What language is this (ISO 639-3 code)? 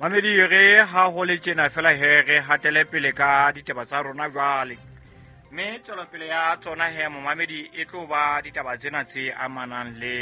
sot